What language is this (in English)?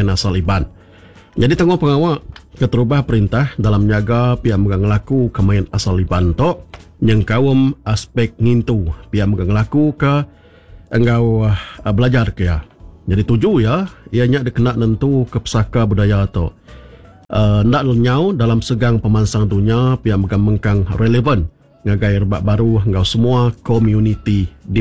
Iban